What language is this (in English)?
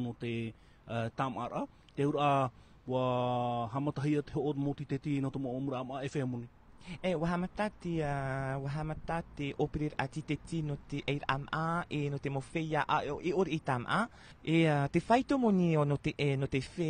Tahitian